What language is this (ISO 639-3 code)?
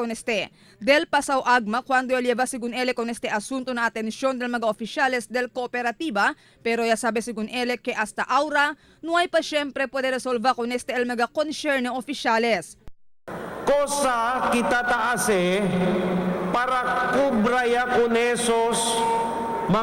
cbk